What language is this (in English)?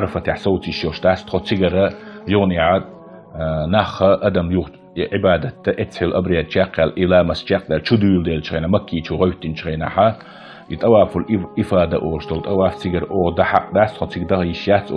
Chechen